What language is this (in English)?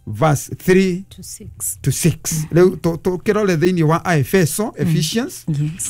Kikuyu